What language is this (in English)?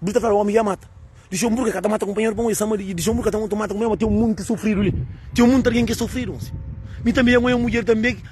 Kabuverdianu